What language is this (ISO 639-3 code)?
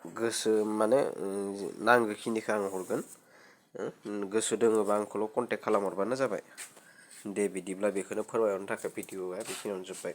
brx